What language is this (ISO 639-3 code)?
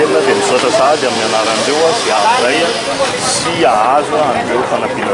mlg